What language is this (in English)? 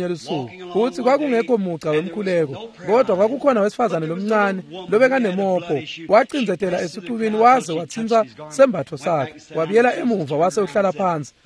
Swati